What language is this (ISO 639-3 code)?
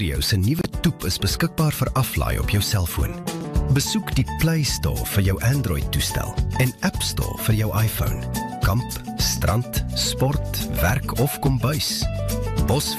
afr